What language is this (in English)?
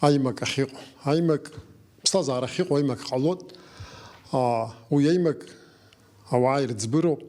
Abkhazian